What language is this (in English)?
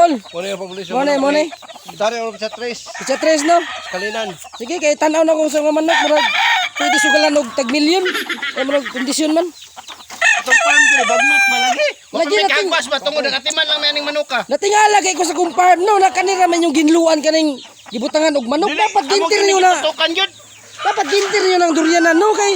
Cebuano